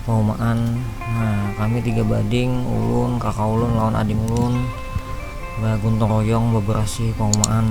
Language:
Banjar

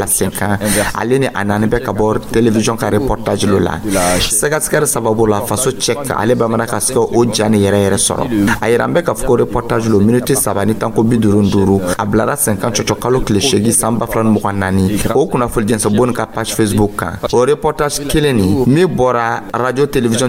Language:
Dyula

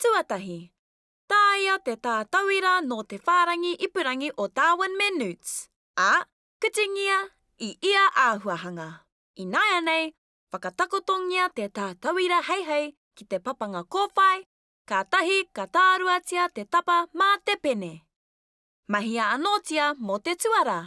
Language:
Māori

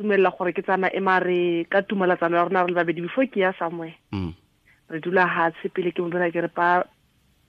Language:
Tswana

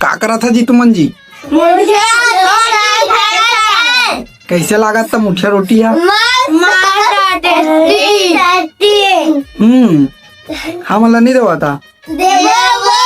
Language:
Chhattisgarhi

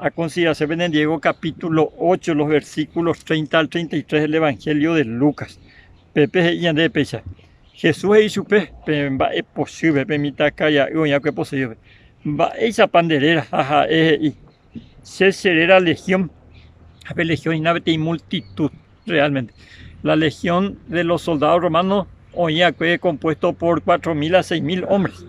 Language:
Guarani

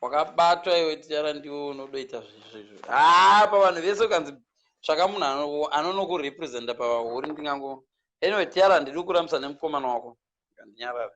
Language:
Shona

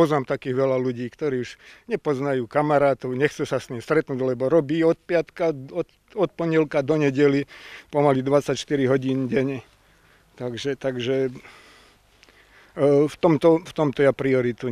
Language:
Slovak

